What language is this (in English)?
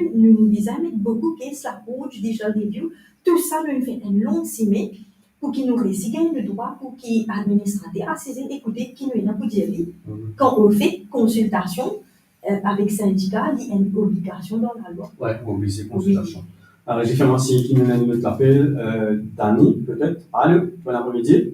Morisyen